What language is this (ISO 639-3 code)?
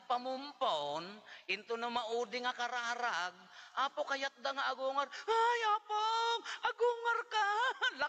ilo